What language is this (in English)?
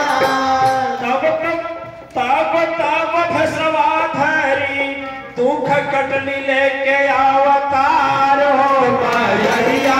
Bhojpuri